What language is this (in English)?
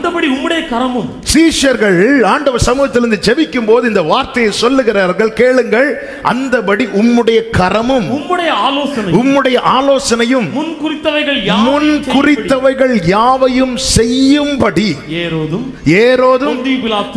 Tamil